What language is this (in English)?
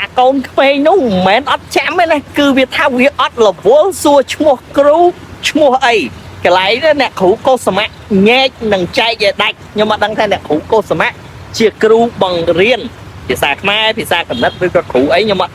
Khmer